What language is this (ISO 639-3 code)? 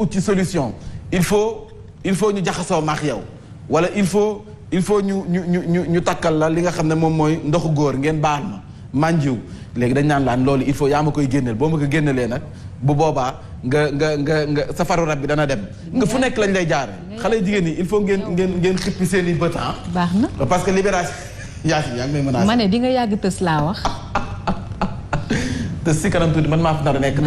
wol